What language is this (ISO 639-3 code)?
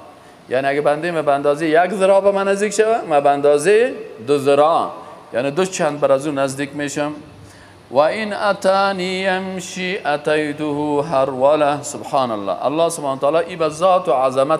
fas